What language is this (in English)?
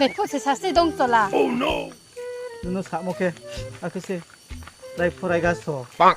Riang (India)